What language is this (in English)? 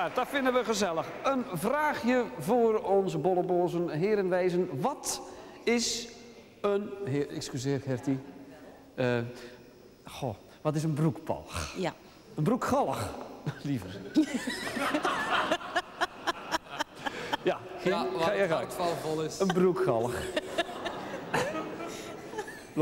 Dutch